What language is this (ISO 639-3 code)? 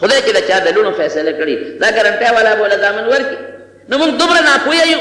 pus